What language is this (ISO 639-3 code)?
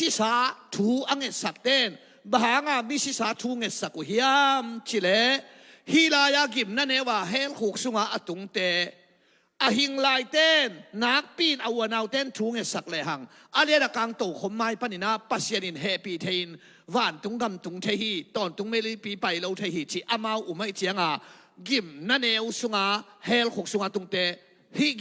ctd